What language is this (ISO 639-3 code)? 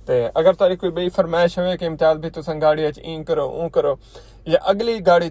skr